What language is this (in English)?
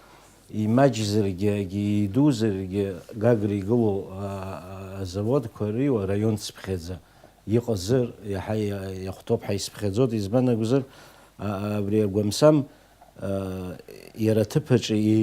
Abkhazian